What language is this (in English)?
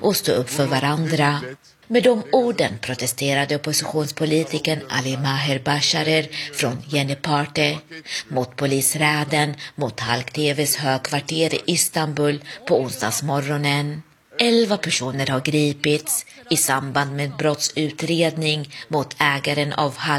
Swedish